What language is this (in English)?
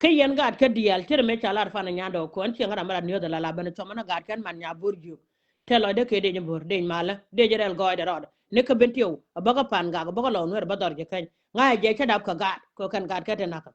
Nuer